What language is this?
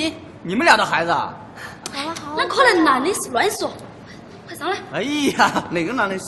Chinese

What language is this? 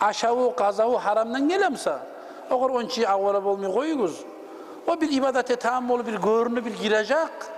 Kumyk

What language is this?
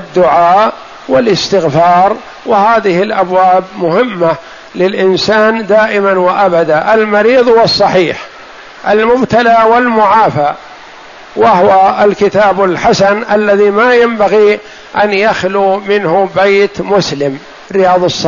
Arabic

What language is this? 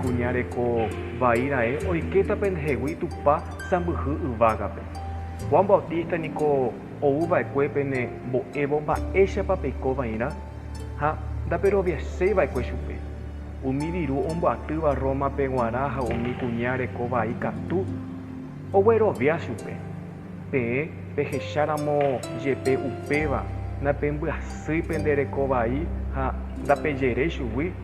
Guarani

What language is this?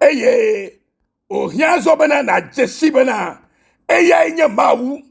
Ewe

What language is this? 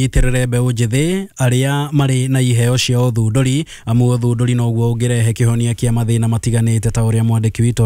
Kikuyu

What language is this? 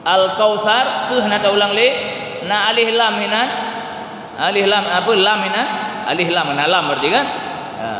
Achinese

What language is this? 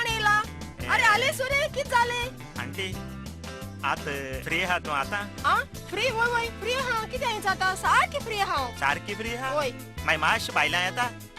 Konkani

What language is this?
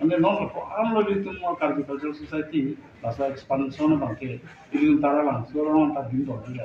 Karbi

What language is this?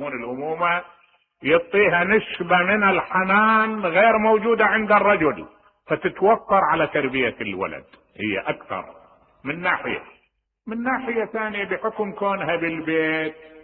Mesopotamian Arabic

